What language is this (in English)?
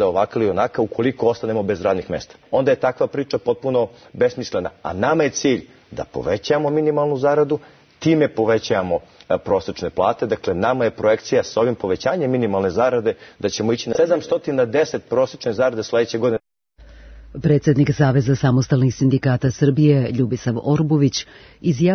Serbian